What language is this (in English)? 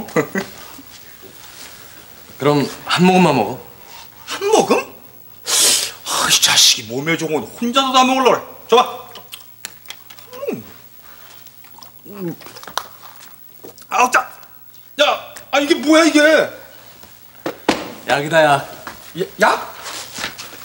Korean